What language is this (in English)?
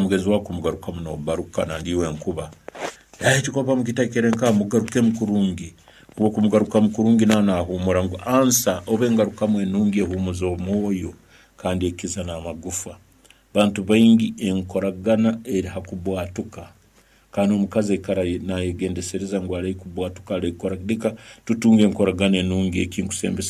Nyankole